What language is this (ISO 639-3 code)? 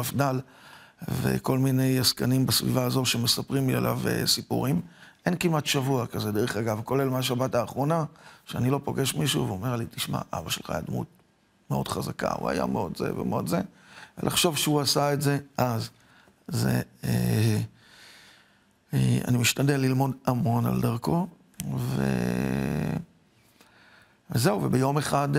heb